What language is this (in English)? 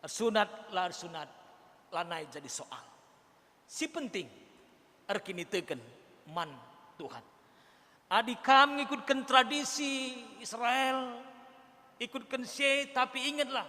Batak Karo